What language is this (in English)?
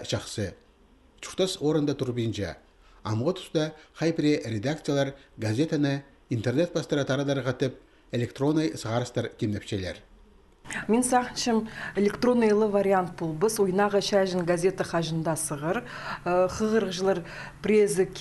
Khakas